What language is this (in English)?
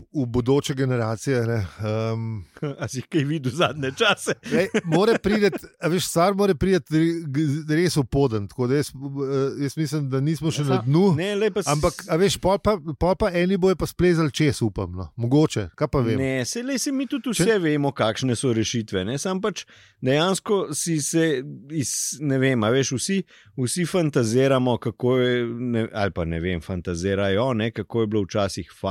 Slovenian